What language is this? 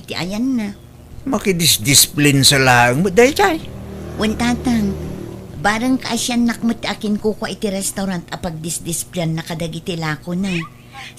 Iloko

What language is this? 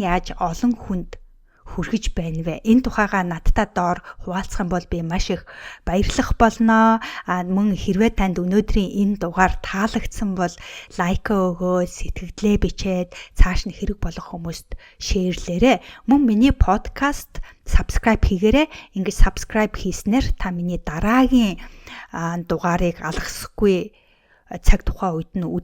Mongolian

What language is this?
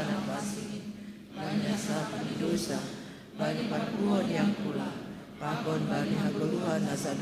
Batak Simalungun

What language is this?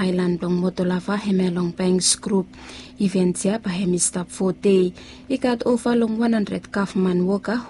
Bislama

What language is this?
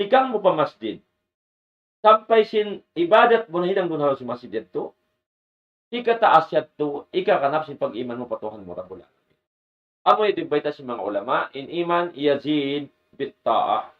Tausug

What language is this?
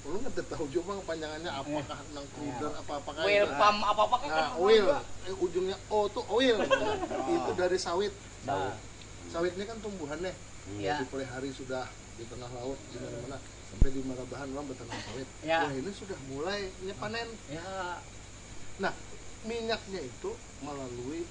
Banjar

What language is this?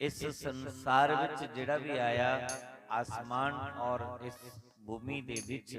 Dogri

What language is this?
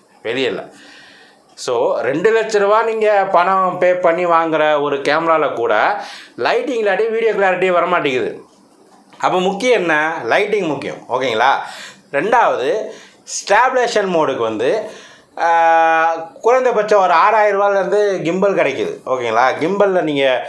Tamil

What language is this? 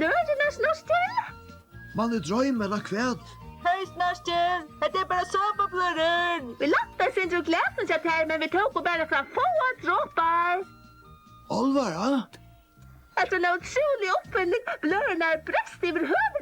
Faroese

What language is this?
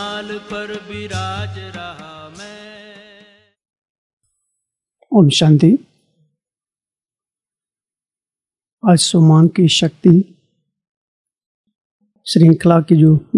Hindi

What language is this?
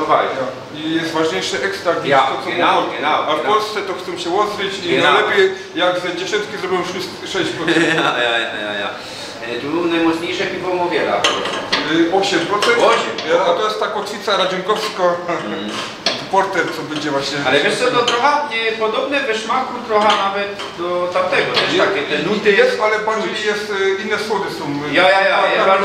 Silesian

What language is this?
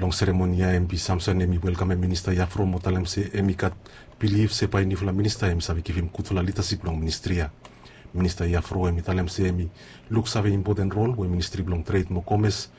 Bislama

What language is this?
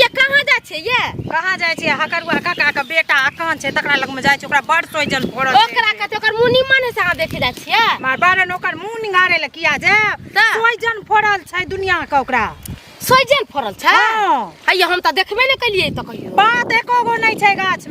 Maithili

